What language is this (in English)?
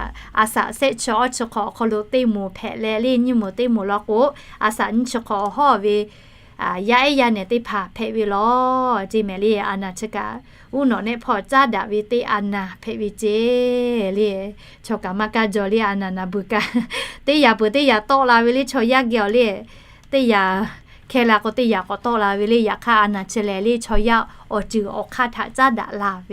Lahu